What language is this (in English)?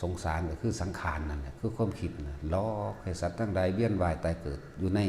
Lao